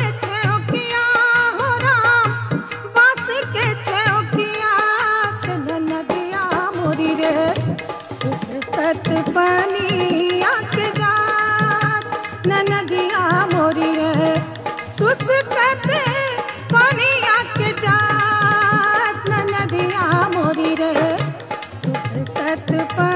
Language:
Bhojpuri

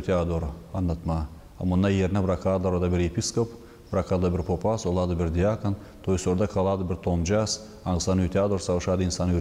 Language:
Gagauz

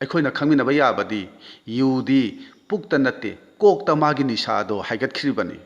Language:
Manipuri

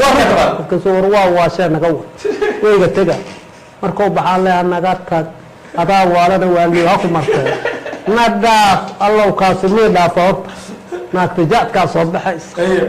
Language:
Somali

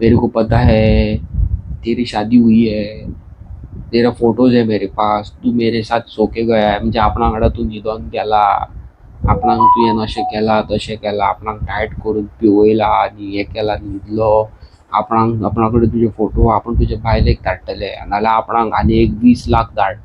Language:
Konkani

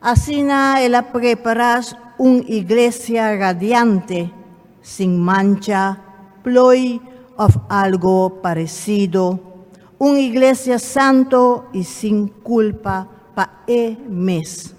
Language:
Papiamento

